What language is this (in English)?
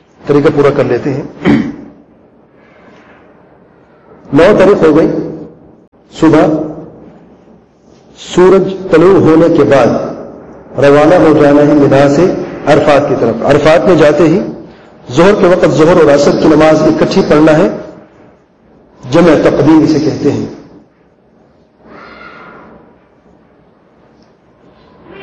Urdu